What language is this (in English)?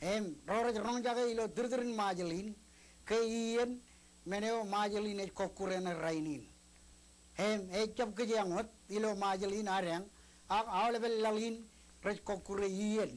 Marshallese